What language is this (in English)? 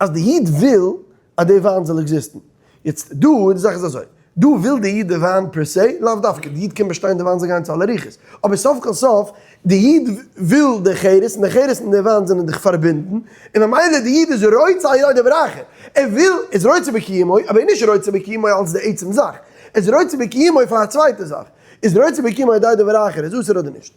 Yiddish